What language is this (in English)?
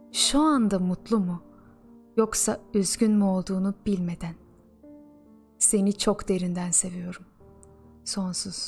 Turkish